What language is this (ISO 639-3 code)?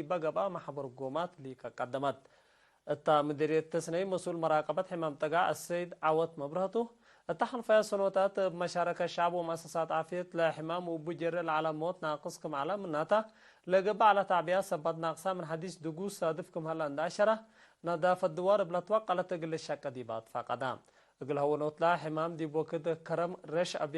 tig